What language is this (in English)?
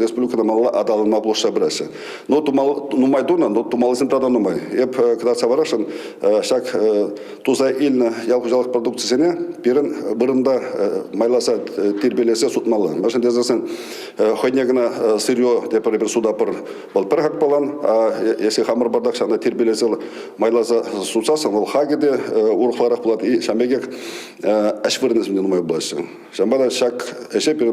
Chuvash